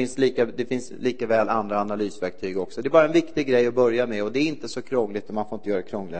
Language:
Swedish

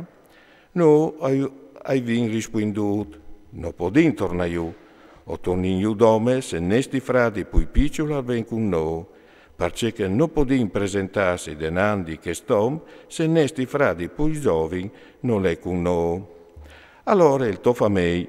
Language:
Friulian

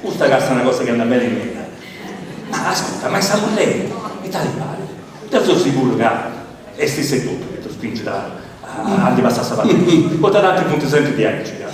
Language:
Sardinian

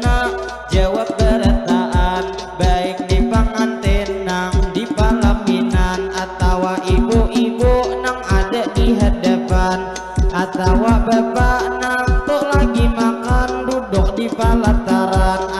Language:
Banjar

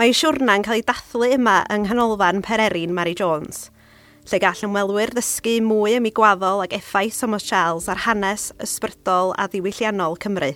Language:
Welsh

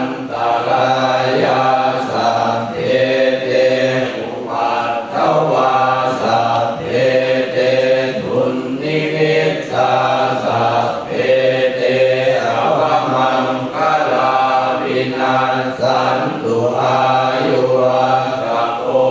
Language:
Pali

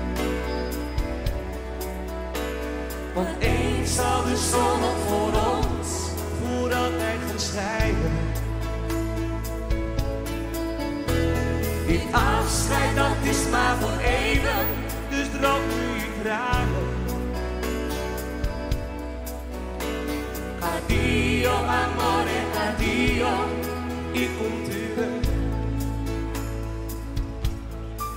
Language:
Dutch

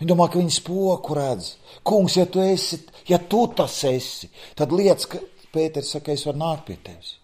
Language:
Latvian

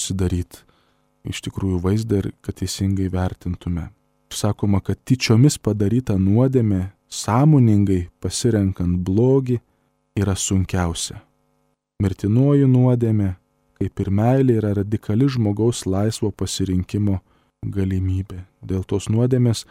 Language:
Lithuanian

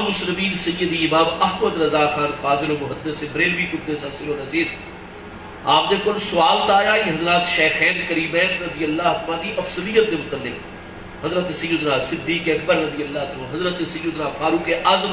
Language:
Saraiki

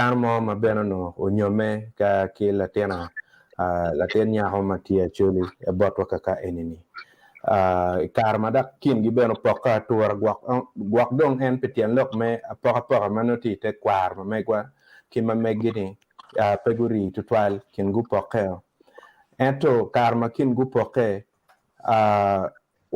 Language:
Acoli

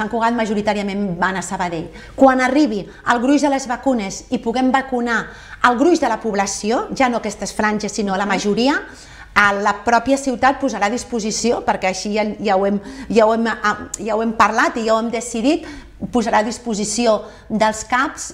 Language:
Catalan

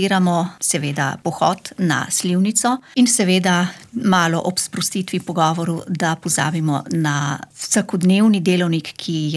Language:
Slovenian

